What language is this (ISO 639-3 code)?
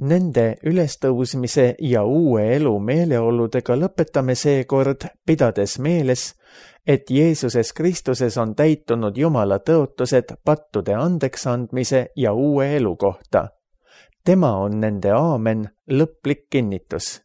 est